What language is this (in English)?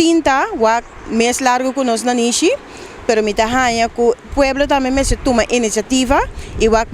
Papiamento